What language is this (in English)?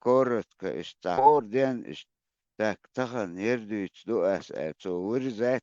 Chechen